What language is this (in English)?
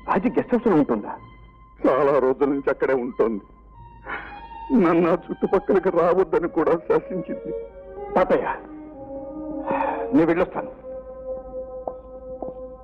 Telugu